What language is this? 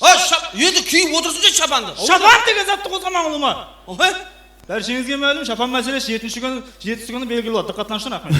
Kara-Kalpak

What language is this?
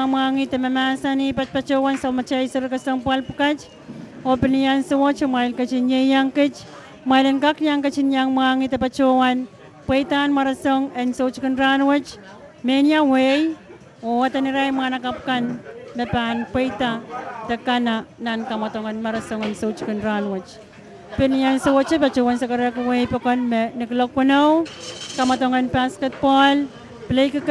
Pohnpeian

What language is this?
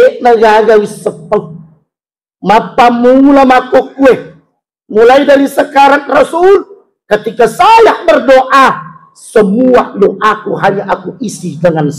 Buginese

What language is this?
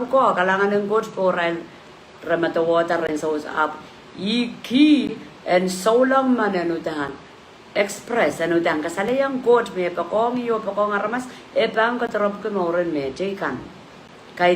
Pohnpeian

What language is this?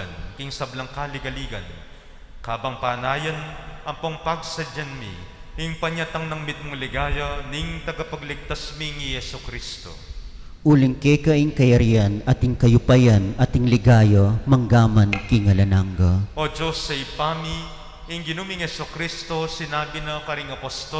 Pampanga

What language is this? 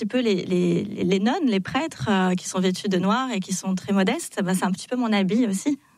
French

